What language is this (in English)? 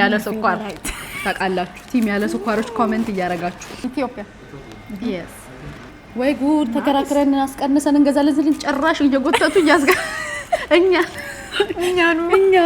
Amharic